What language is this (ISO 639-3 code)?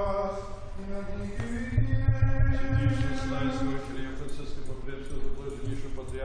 ukr